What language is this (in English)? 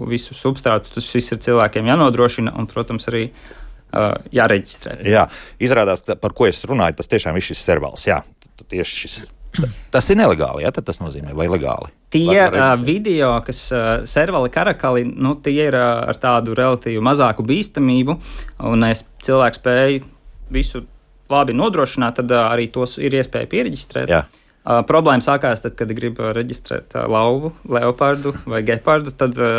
Latvian